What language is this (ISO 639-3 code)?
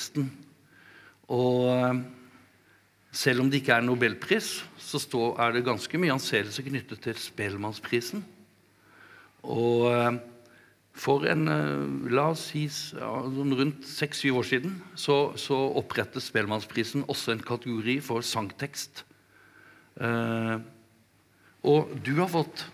nor